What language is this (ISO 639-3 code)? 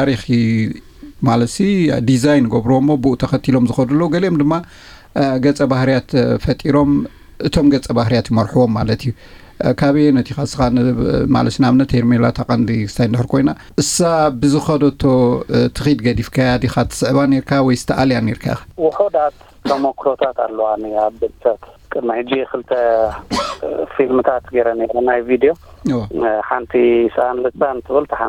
tir